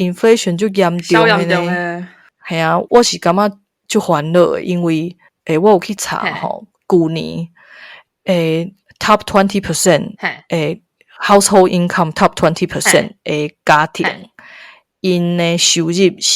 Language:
Min Nan Chinese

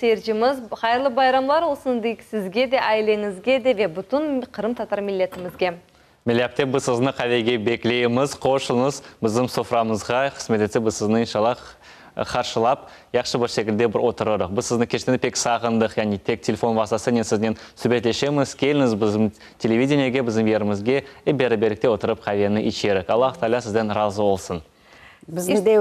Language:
Crimean Tatar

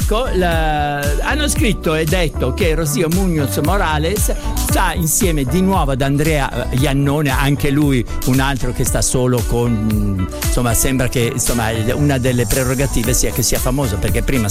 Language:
Italian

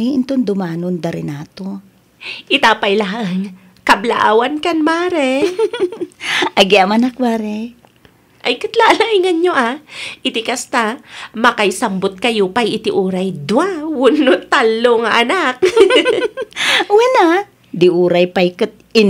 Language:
Iloko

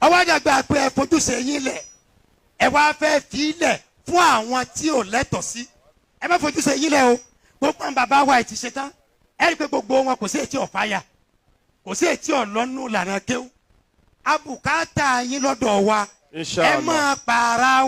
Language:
Yoruba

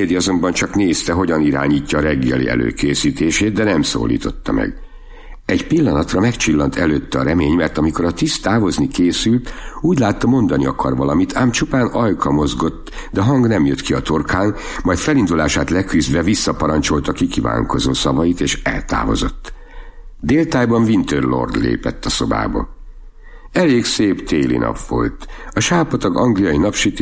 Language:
Hungarian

